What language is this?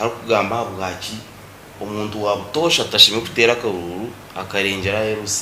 Nyankole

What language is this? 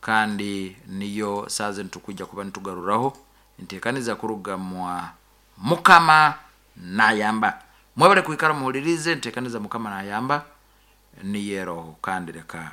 Nyankole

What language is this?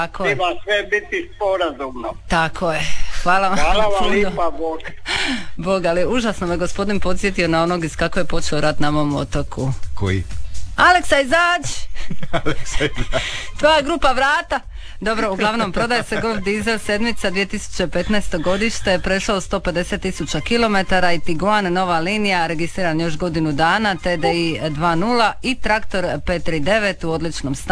Croatian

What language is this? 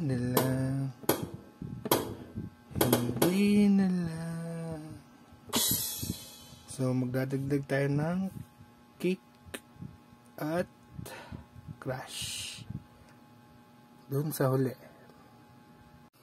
Filipino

